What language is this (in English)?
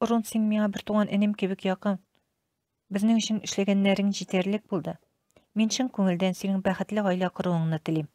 Tatar